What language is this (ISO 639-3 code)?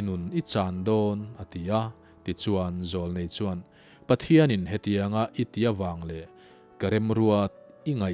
lus